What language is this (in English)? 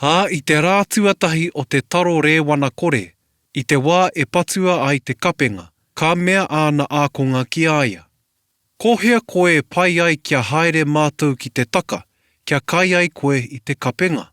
Māori